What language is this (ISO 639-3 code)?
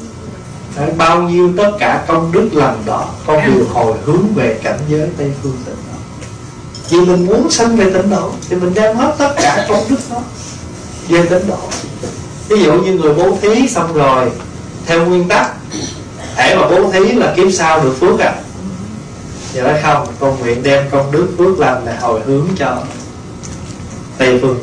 vie